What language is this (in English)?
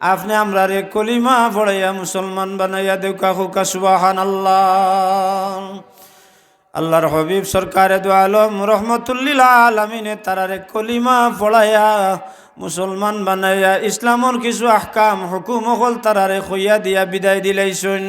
Sylheti